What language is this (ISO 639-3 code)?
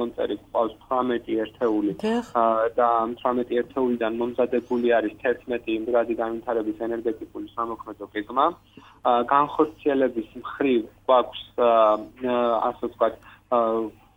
kat